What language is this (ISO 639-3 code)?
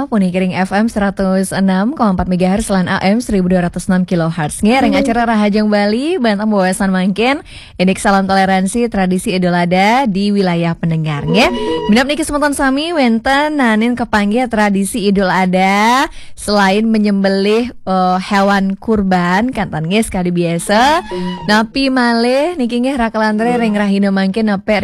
ban